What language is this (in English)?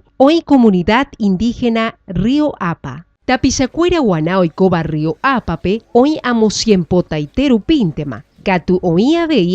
Guarani